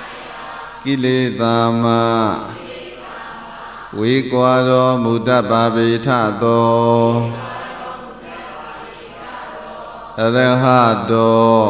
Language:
Burmese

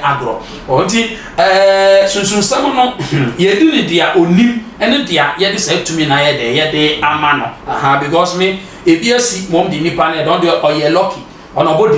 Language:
Akan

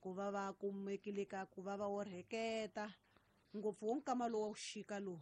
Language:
Tsonga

